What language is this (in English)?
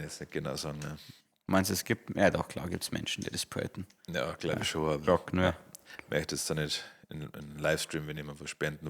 Bavarian